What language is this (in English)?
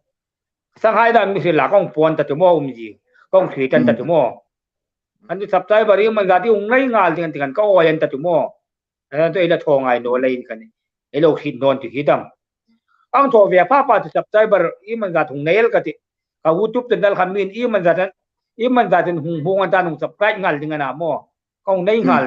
Hmar